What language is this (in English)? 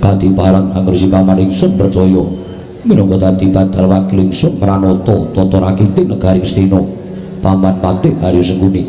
Javanese